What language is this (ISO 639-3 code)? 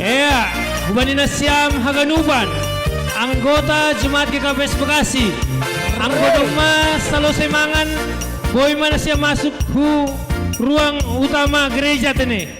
bts